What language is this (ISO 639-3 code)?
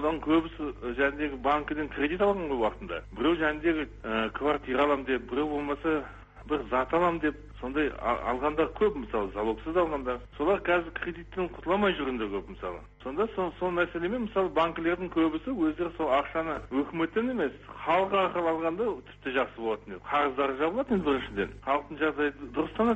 kaz